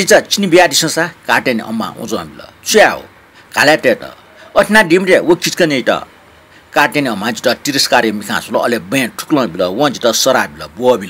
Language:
Newari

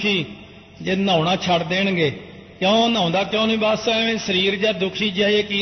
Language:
Punjabi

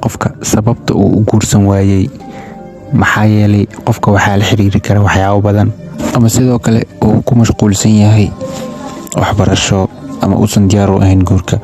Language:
Somali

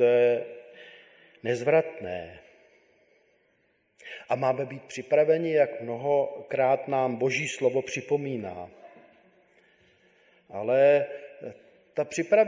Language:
Czech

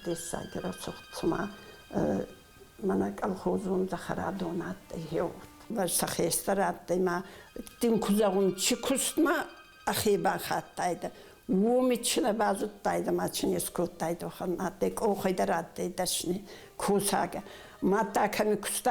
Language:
Ossetic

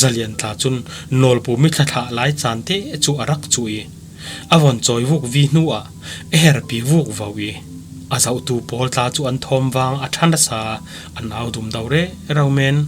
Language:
Falam Chin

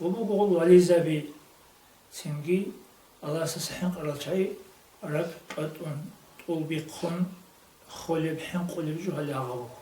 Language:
Avaric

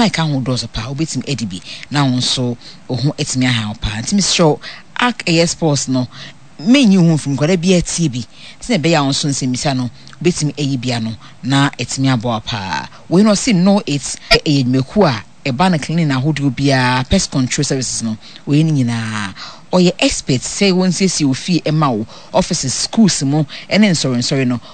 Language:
Akan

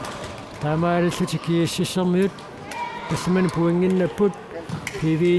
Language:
Kalaallisut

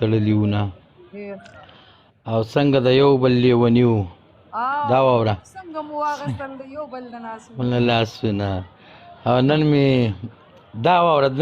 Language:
Pashto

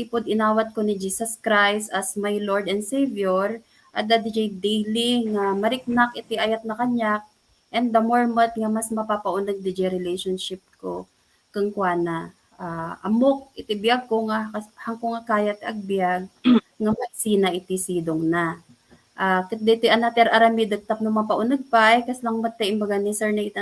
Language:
Iloko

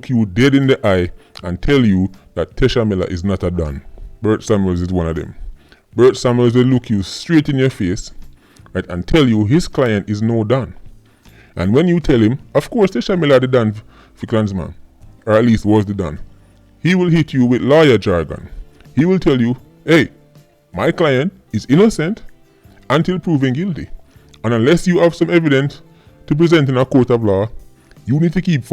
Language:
Jamaican Creole English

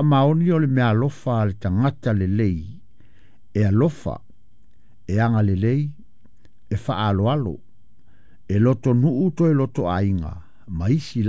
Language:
Samoan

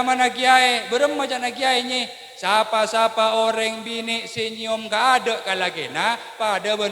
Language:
Madurese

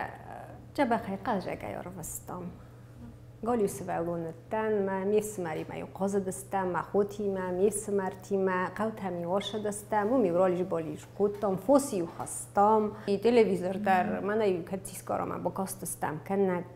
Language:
Ossetic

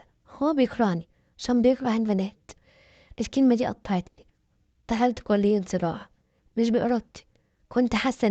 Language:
Egyptian Arabic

